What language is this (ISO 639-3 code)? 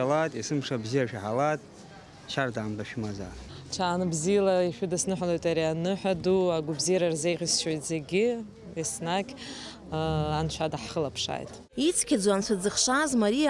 abk